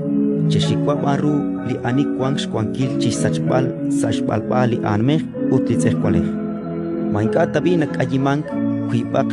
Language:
Kekchí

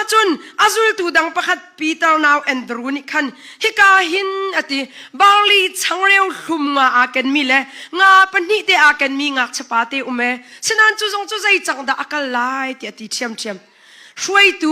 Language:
Hakha Chin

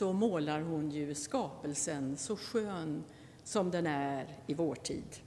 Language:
Swedish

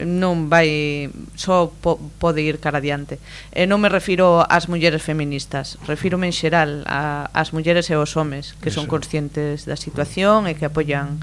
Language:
Galician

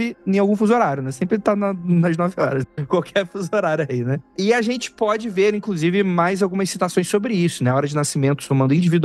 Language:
Portuguese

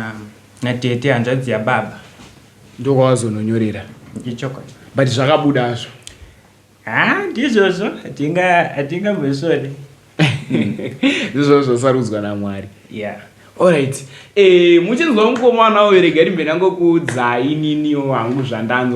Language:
Shona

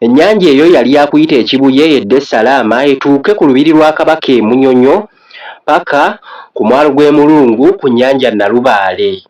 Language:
Ganda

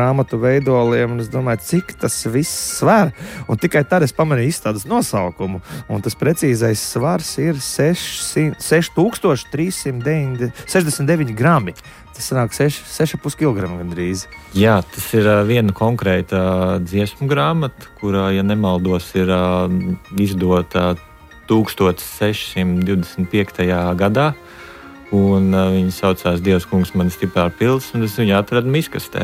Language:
Latvian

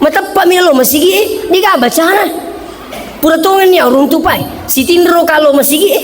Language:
Buginese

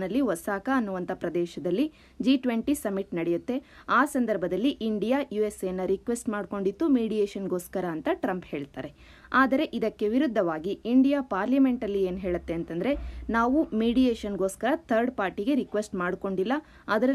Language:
Kannada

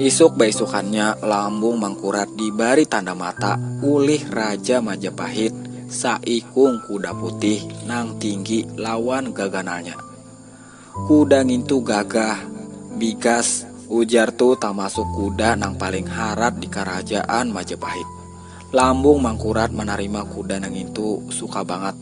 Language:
Banjar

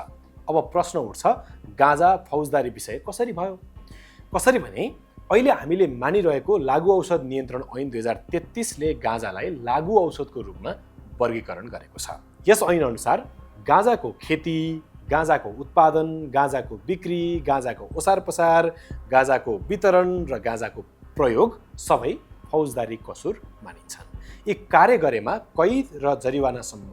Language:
Nepali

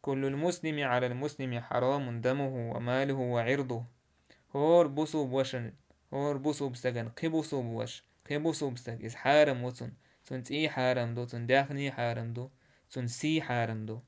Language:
Chechen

